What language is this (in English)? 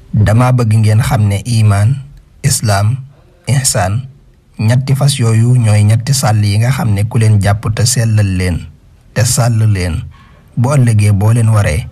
Wolof